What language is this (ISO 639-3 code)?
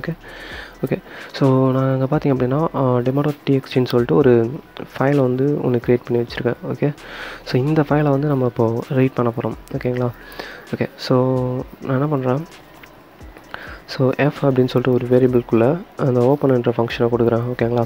tam